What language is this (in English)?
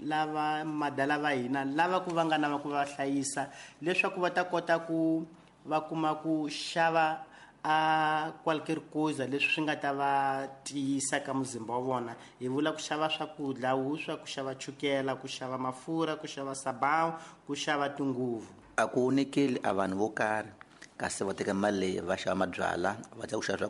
Tsonga